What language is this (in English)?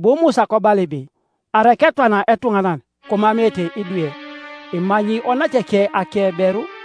Teso